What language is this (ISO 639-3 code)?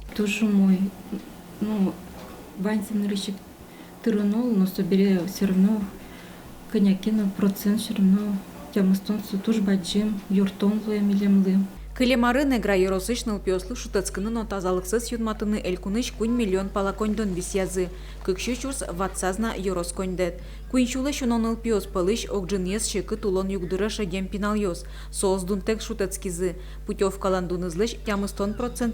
udm